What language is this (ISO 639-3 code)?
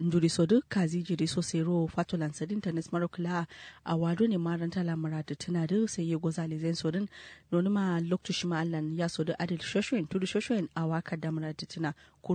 kau